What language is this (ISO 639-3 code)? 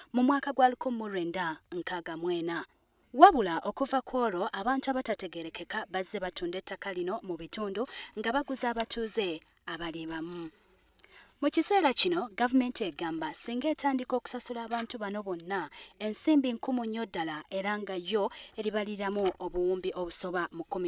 lug